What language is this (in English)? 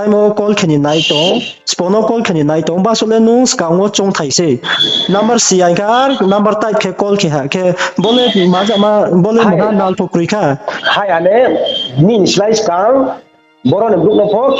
Riang (India)